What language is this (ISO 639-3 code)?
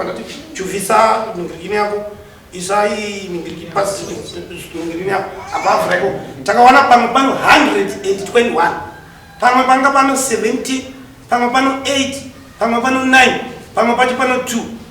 sna